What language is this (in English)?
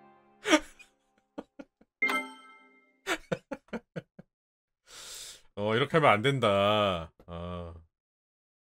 Korean